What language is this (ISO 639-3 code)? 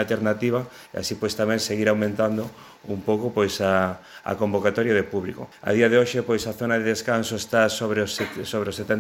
glg